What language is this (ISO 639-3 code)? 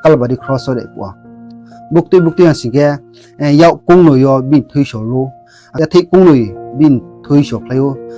ria